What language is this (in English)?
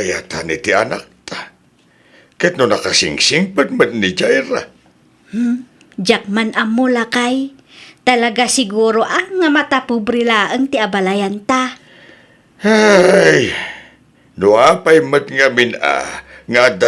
Iloko